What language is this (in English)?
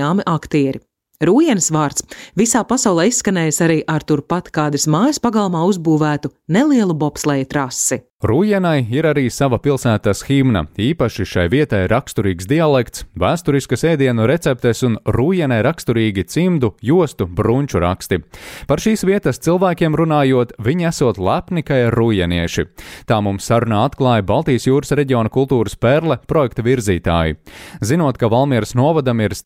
Latvian